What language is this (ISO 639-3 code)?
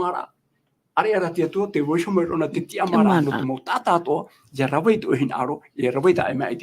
tah